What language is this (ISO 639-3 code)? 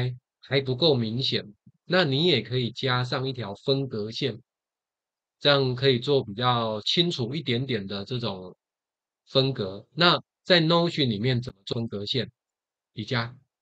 zho